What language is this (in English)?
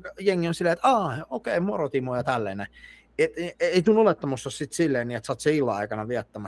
Finnish